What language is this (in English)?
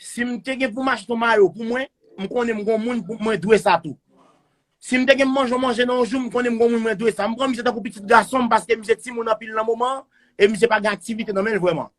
Haitian Creole